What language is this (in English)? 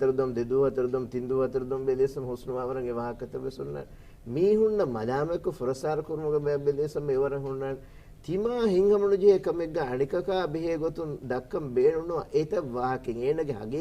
Divehi